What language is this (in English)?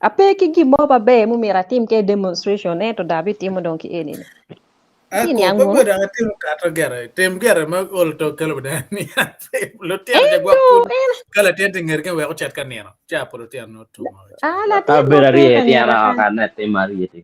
Acoli